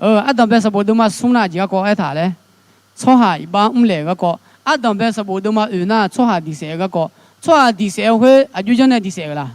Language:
Akha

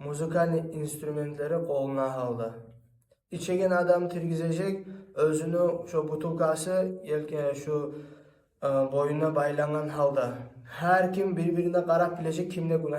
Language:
Kumyk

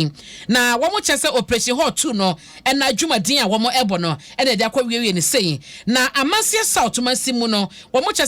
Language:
Akan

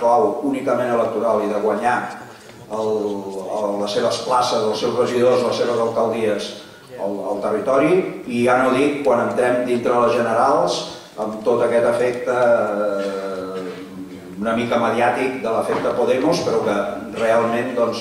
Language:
Catalan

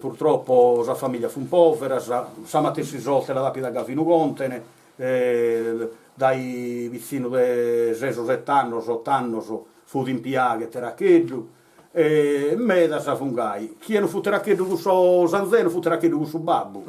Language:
Sardinian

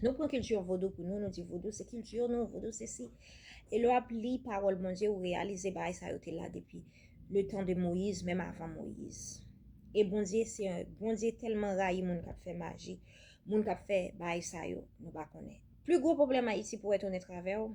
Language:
Haitian Creole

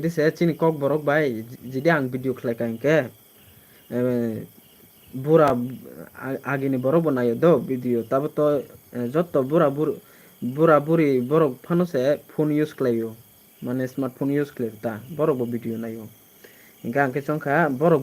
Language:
Kok Borok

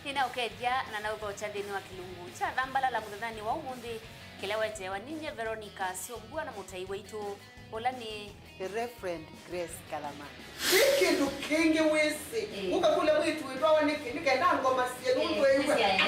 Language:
Kamba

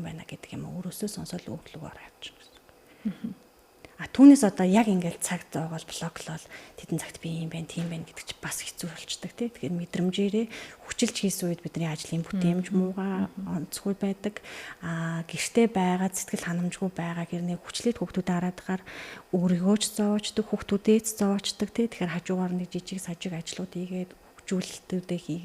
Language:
Mongolian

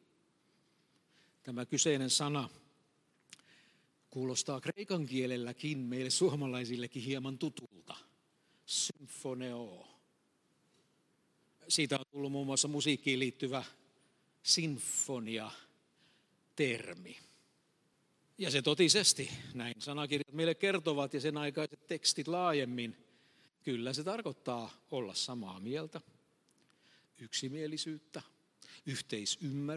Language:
Finnish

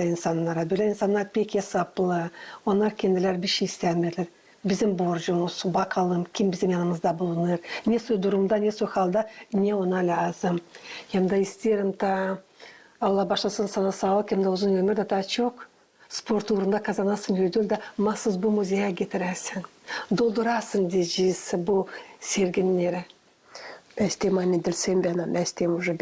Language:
Gagauz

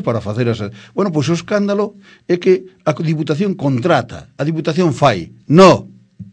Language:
Galician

